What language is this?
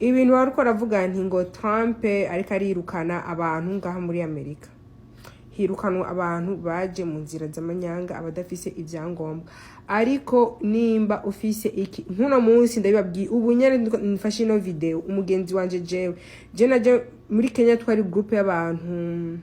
Rundi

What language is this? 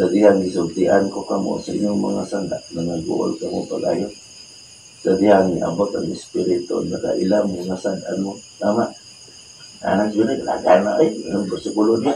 Cebuano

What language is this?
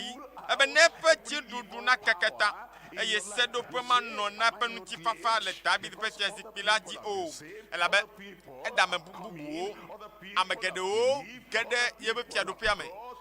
Ewe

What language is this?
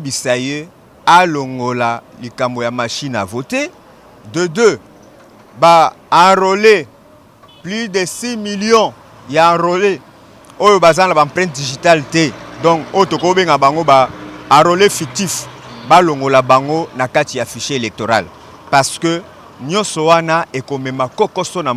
Lingala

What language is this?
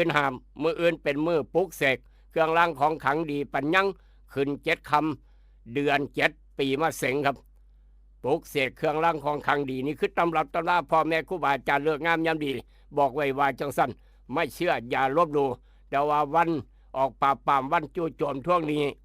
Northeastern Thai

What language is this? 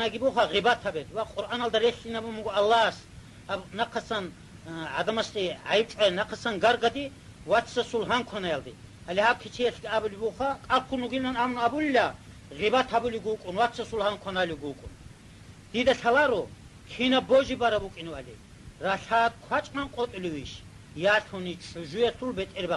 Avaric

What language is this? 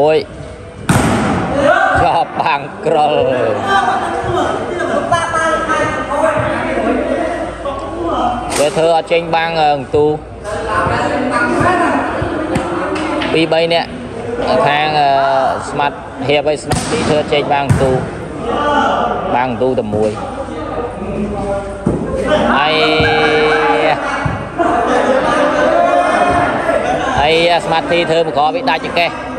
Vietnamese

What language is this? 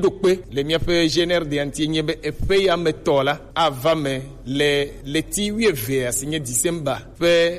Gen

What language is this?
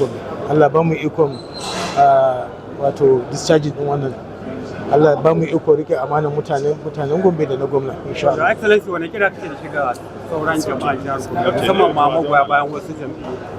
Hausa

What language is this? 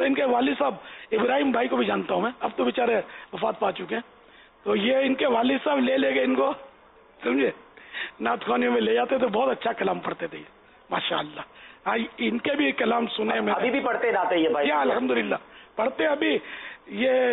Urdu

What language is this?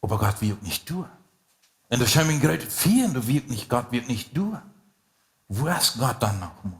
Plautdietsch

